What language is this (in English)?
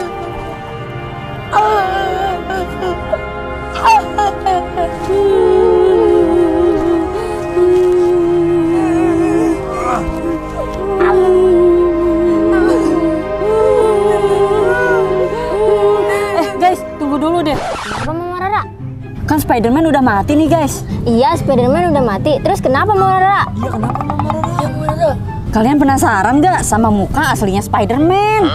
Indonesian